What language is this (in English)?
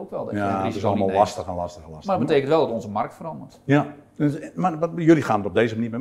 Dutch